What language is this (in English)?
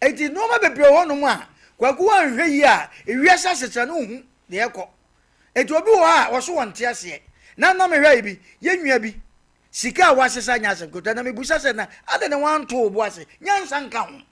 Akan